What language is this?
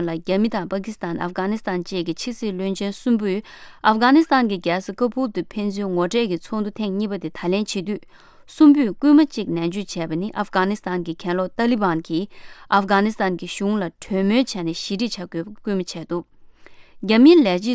Tibetan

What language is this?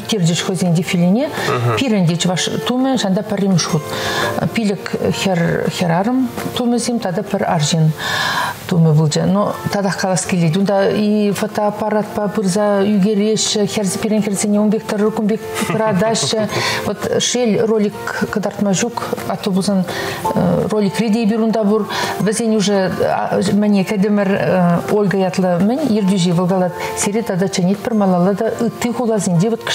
Chuvash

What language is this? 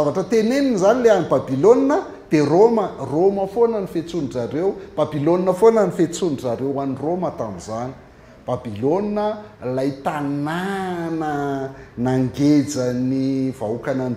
Malagasy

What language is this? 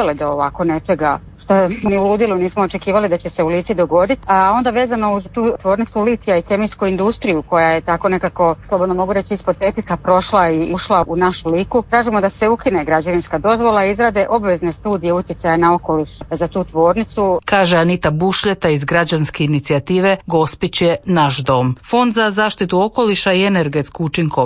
Croatian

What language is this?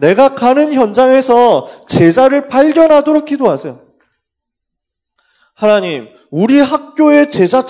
Korean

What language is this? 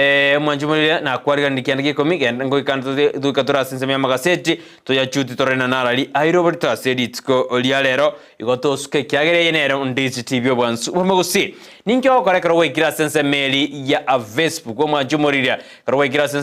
Gusii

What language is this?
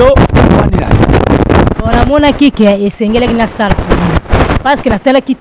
Lingala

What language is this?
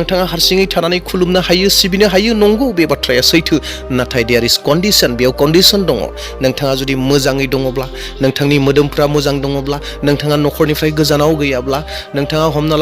Bodo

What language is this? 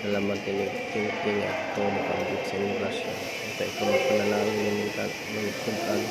Cebuano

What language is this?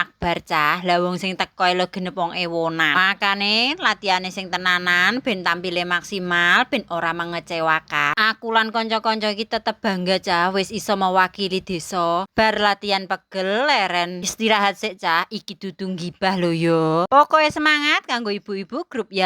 Javanese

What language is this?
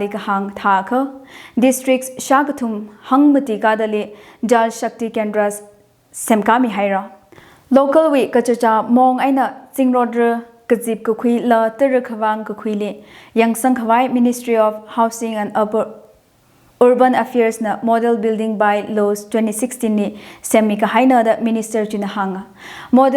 Tangkhul Naga (India)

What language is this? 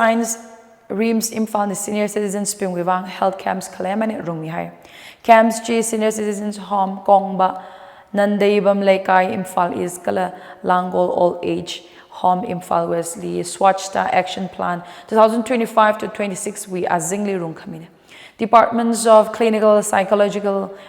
Tangkhul Naga (India)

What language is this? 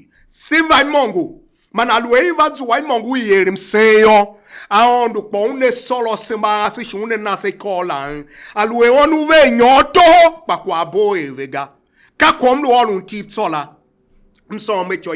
Tiv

